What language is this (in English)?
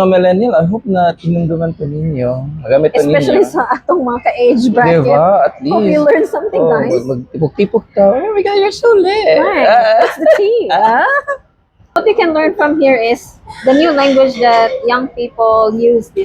Cebuano